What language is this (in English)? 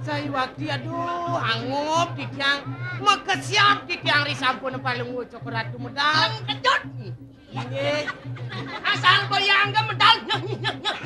Balinese